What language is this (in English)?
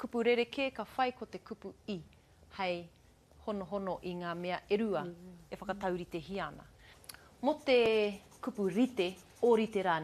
Māori